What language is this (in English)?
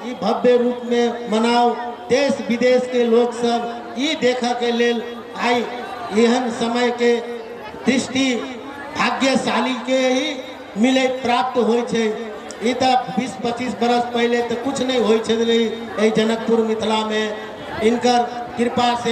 Maithili